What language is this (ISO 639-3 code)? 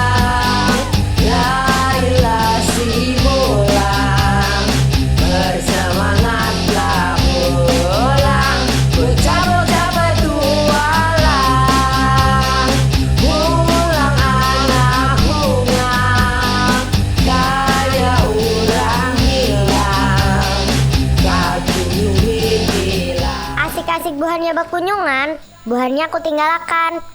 bjn